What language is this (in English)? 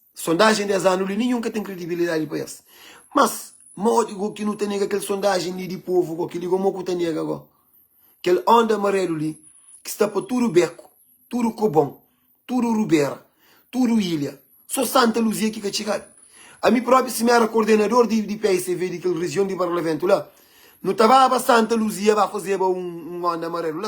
Kabuverdianu